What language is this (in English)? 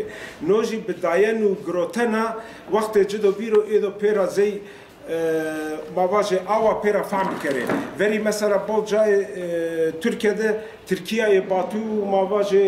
Zaza